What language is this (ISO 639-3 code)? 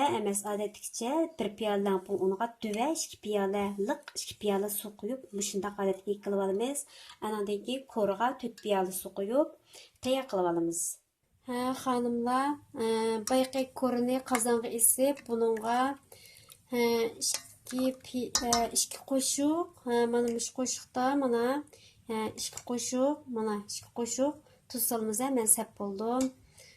uig